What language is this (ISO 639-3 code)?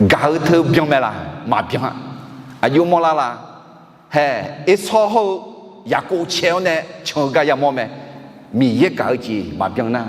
ahk